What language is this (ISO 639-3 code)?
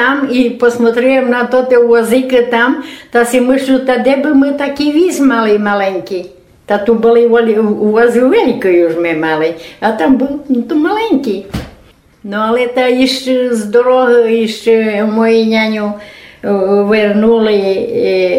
rue